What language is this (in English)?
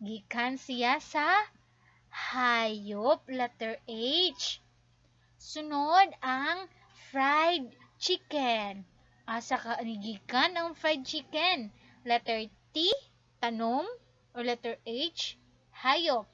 Cebuano